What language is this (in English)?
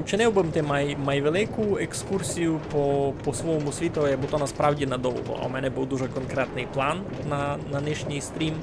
Rusyn